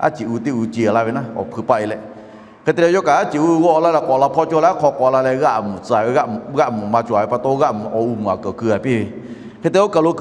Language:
Lahu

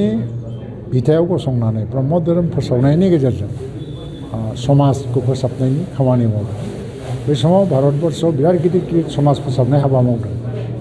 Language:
Bodo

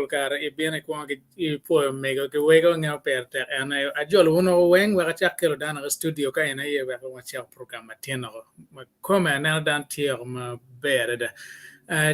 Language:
Acoli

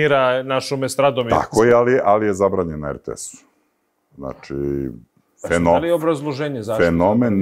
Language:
Serbian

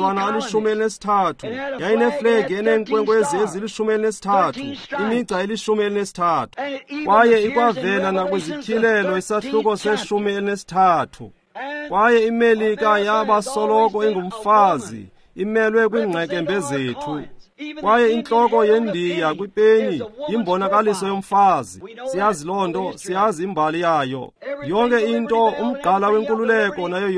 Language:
Xhosa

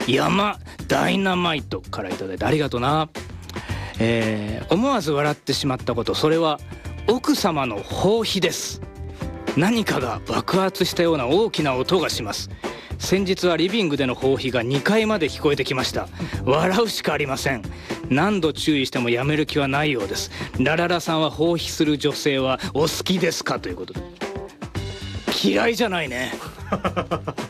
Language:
Japanese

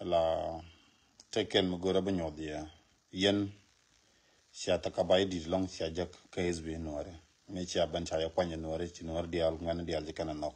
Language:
Nuer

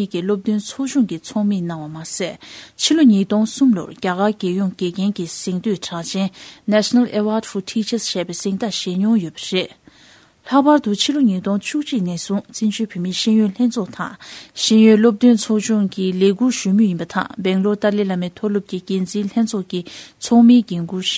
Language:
Tibetan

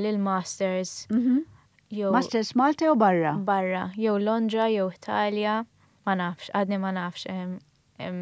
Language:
Maltese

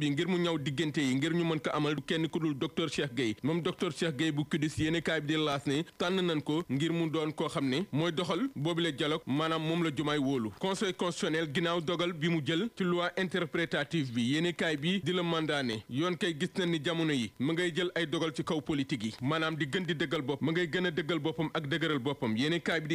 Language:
Wolof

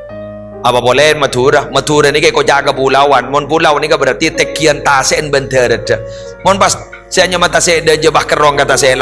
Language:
Madurese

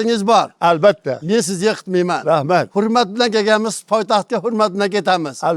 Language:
Uzbek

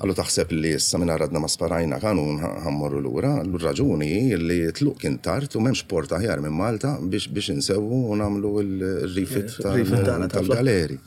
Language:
Maltese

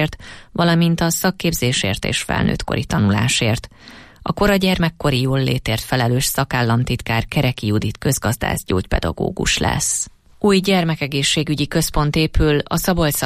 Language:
Hungarian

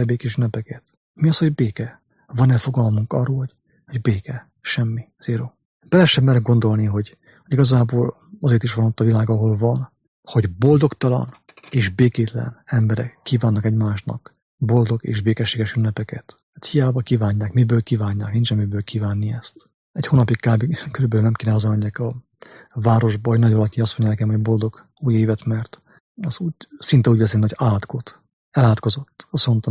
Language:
Hungarian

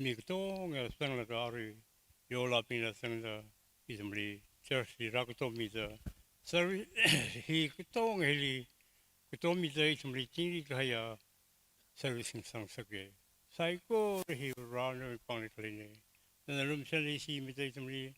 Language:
Tangkhul Naga (India)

